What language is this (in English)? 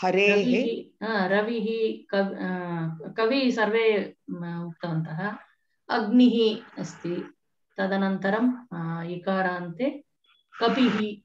Sanskrit